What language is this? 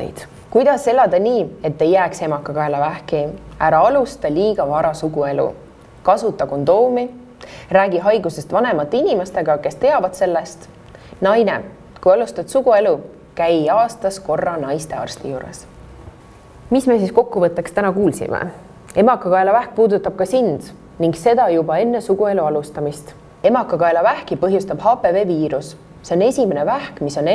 Estonian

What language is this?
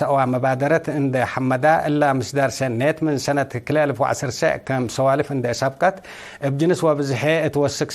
Tigre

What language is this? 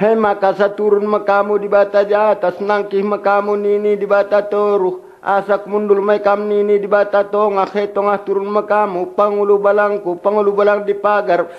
Batak Karo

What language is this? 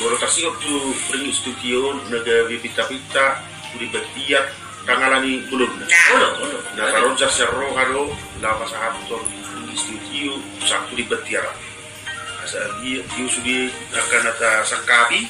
Batak Toba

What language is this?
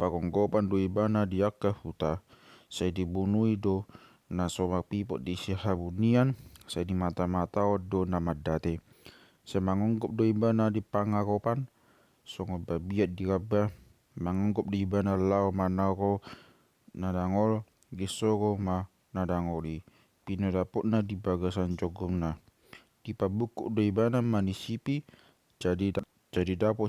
Batak Toba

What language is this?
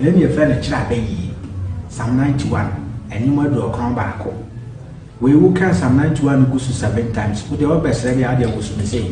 Akan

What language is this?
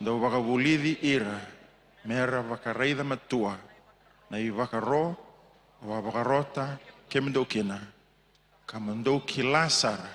Fijian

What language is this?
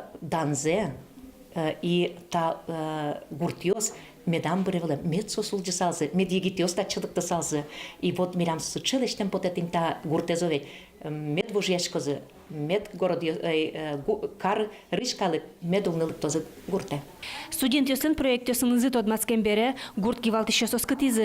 Udmurt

